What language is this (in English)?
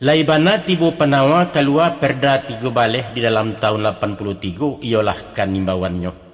Minangkabau